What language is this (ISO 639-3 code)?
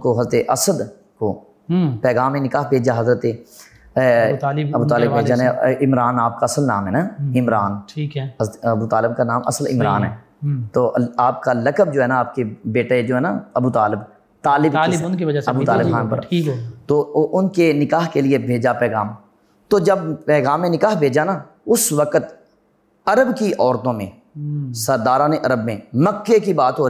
urd